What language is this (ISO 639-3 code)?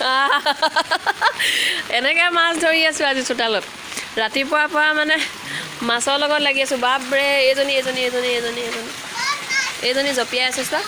asm